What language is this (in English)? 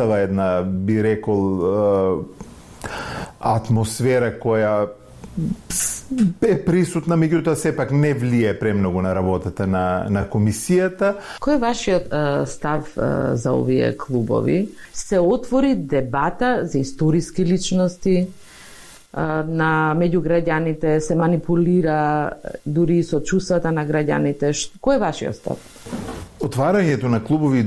Macedonian